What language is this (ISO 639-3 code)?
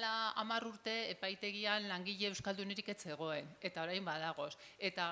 eus